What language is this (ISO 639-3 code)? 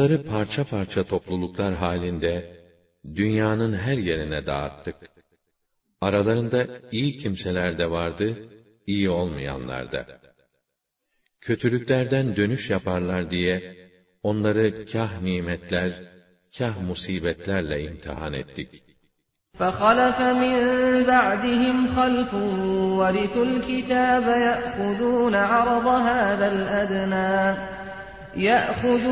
tur